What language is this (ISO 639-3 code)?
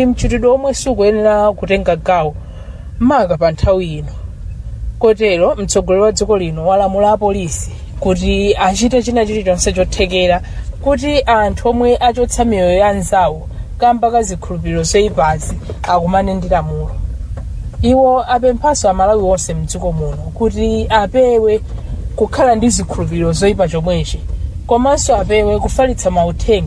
nya